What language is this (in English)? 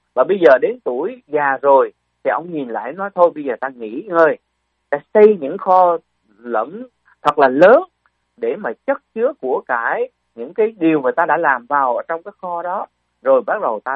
Vietnamese